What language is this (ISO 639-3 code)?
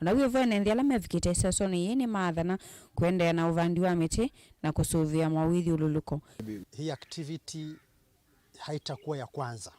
kam